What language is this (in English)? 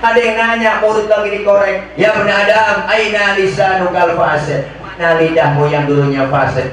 Betawi